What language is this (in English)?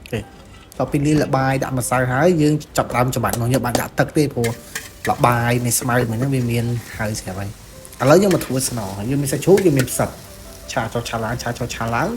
Khmer